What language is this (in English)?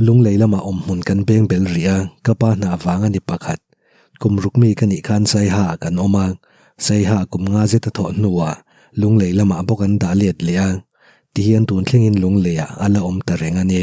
Mizo